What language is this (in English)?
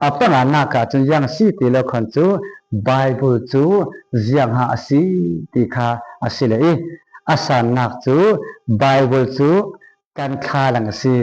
Falam Chin